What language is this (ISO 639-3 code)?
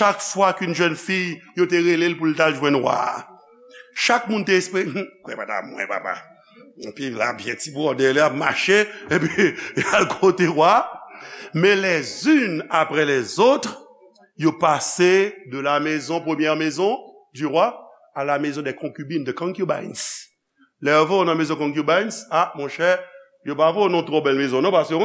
hat